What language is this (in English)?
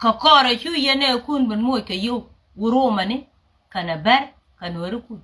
Nuer